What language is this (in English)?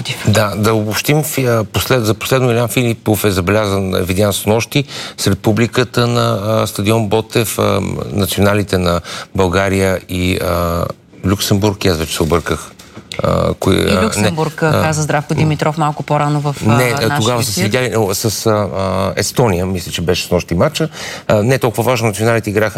Bulgarian